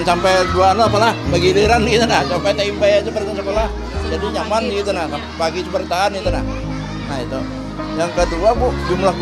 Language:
Banjar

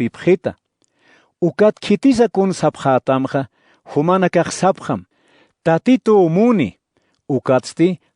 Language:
Aymara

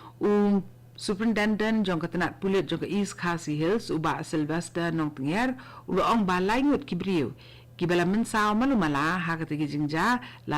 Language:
Khasi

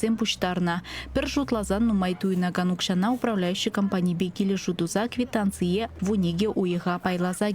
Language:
Chuvash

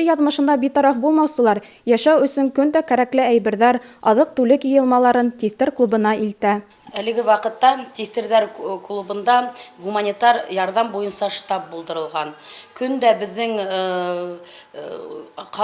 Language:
Bashkir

